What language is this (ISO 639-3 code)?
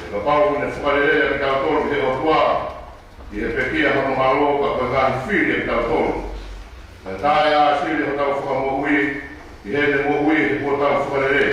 ton